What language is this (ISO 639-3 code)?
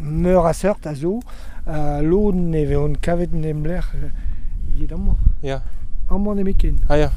bre